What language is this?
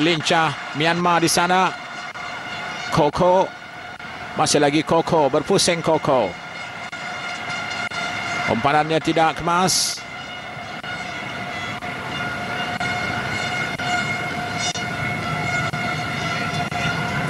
Malay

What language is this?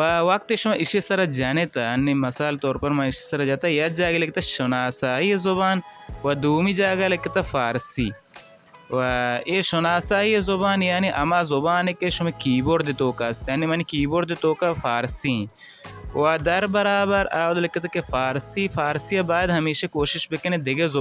Baluchi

